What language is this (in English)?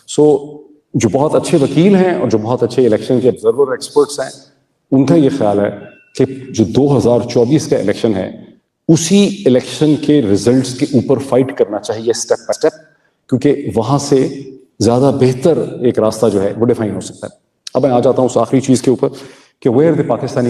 Urdu